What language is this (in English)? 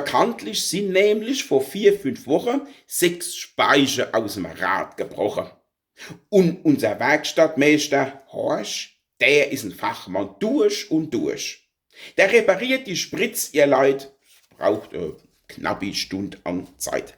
Palatine German